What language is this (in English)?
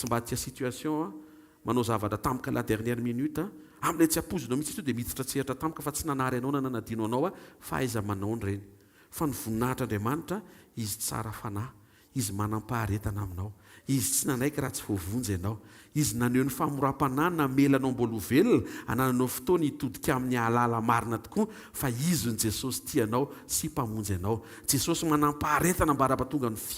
Malagasy